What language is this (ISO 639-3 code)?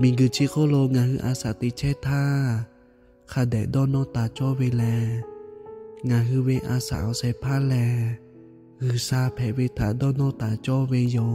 lhu